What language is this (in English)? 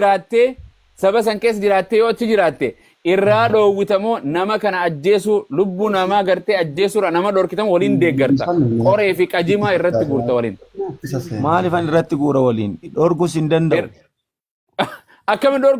Oromo